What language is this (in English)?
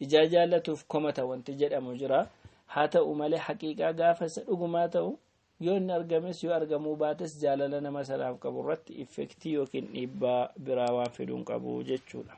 Oromo